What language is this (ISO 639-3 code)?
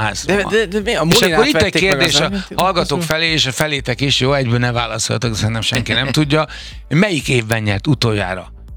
hun